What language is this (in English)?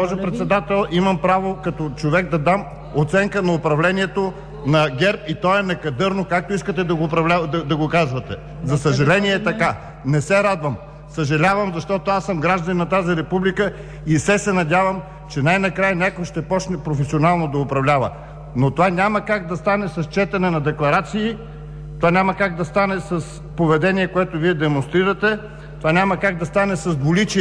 Bulgarian